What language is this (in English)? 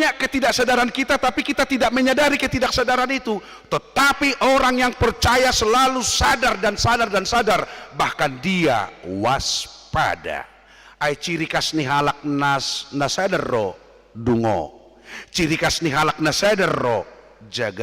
Batak Toba